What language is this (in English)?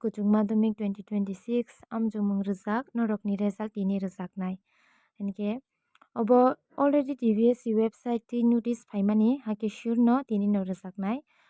Kok Borok